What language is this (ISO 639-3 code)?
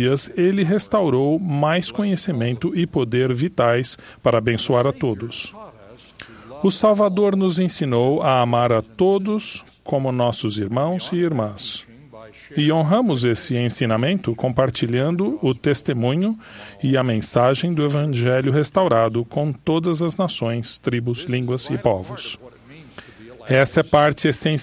por